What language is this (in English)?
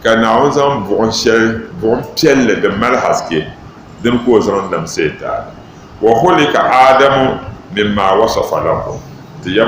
Dagbani